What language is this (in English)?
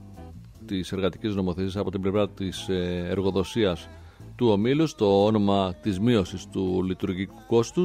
Greek